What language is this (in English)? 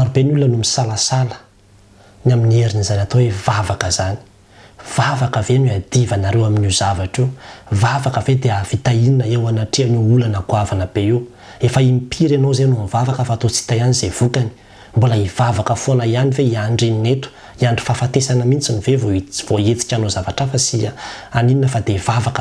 Malagasy